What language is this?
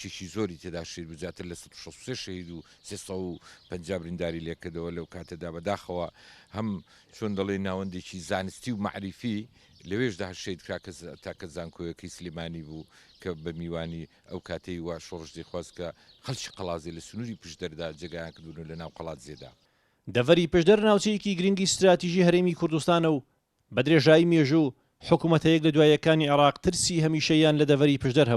Central Kurdish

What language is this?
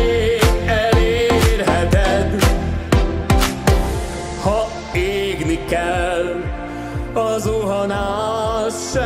Hungarian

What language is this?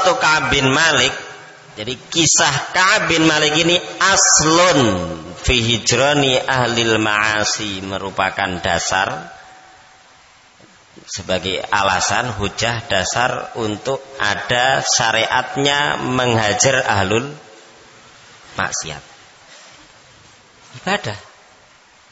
Indonesian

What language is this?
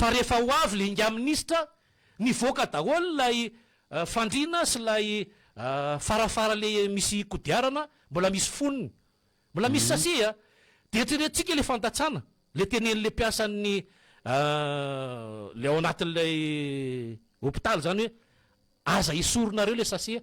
Malagasy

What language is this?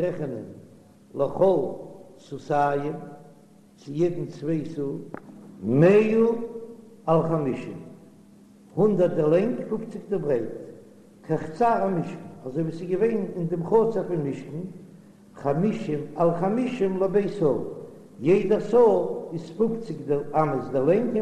Yiddish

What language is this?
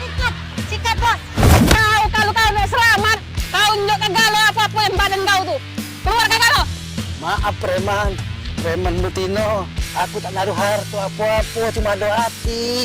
Musi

